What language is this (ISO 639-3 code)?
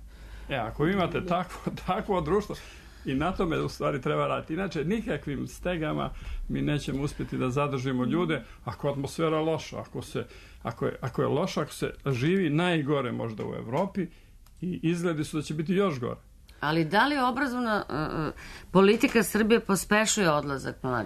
srp